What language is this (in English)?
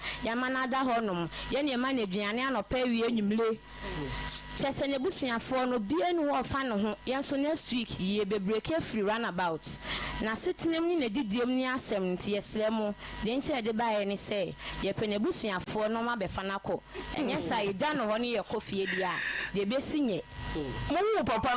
Akan